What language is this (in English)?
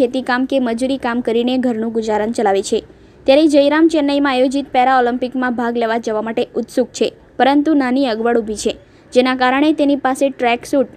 Gujarati